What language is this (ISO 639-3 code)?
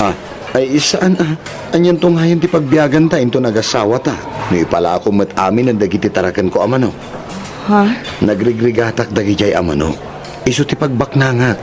ilo